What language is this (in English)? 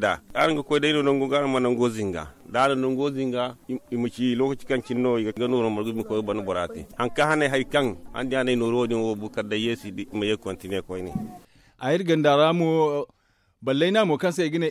Zarma